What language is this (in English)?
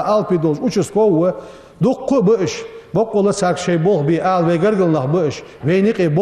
Ingush